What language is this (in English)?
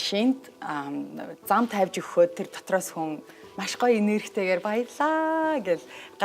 Mongolian